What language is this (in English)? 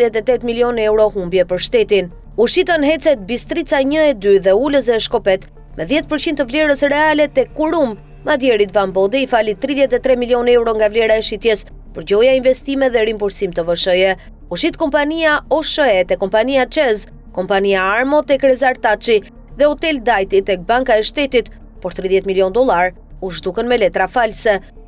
Albanian